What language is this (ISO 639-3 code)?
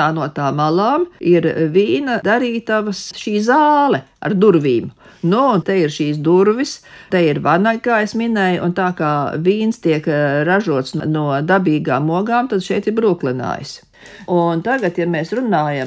lav